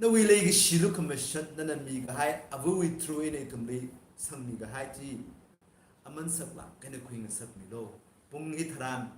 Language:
Tangkhul Naga (India)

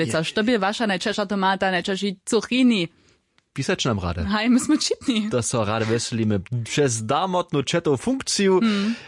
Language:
Upper Sorbian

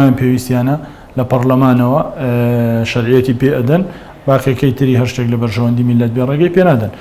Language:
Central Kurdish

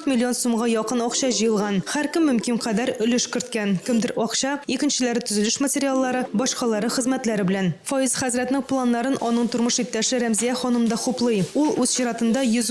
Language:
Tatar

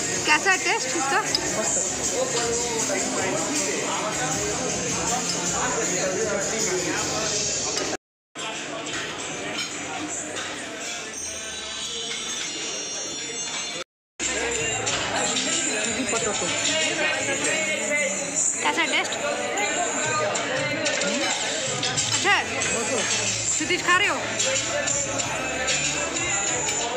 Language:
Hindi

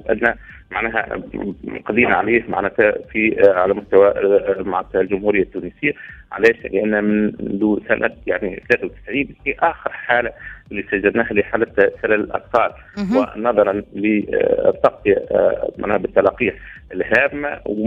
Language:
Tunisian Arabic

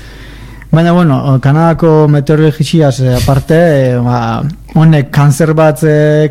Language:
Basque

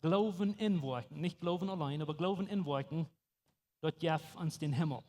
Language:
Plautdietsch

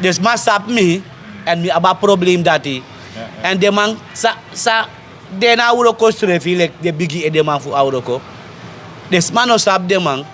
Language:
Sranan Tongo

